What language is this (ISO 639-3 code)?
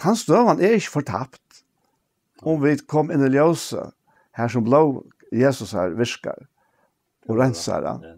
fao